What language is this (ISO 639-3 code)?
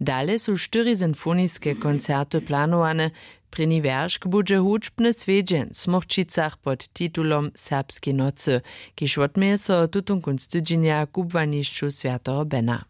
hsb